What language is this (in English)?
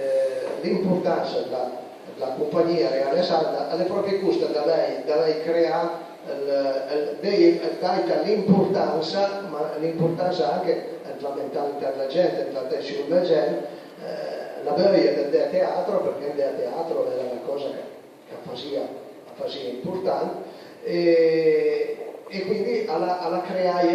Piedmontese